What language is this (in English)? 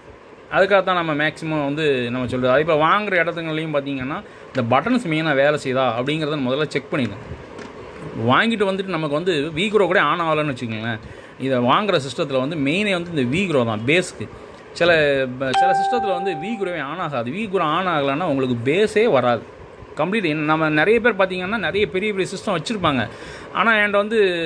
Tamil